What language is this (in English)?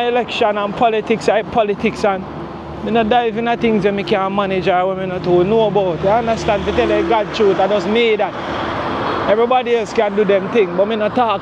Jamaican Creole English